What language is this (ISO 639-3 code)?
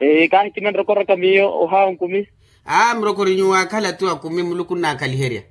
vmw